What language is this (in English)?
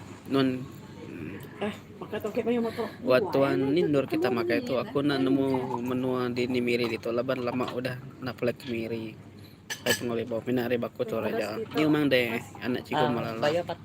Iban